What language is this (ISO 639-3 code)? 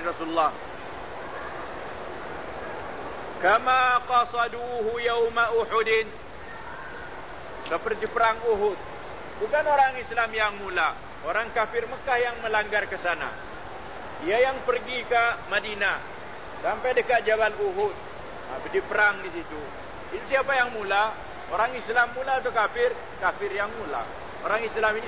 msa